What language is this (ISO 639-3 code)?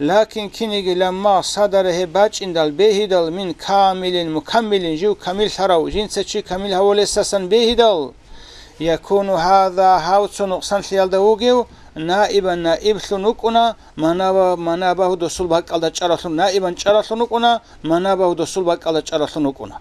ava